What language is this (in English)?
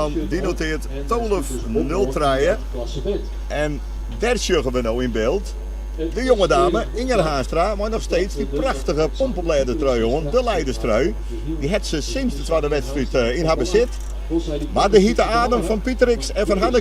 Western Frisian